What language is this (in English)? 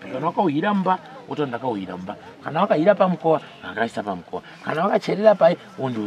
Shona